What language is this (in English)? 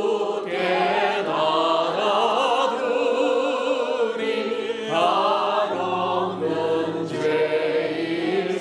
Korean